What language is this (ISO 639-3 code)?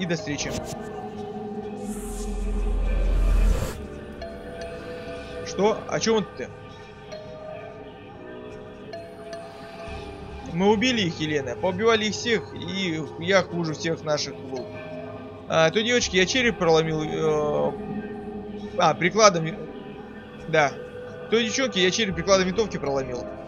rus